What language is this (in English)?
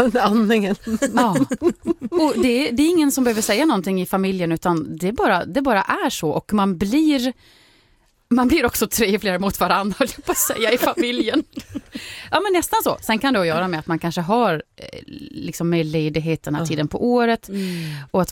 Swedish